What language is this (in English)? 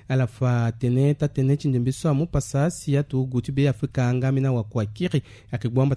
Sango